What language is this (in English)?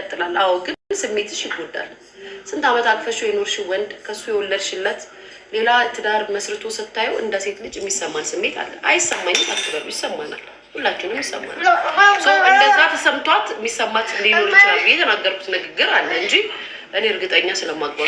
Amharic